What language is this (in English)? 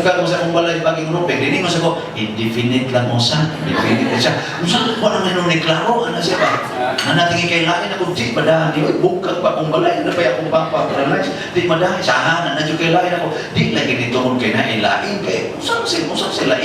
Cebuano